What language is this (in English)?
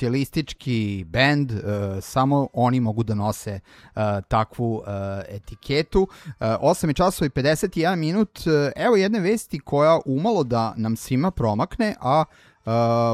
Serbian